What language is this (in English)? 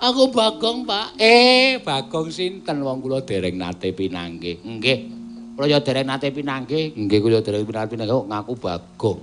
Javanese